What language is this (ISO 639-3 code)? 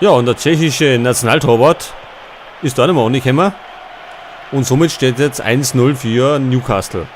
bar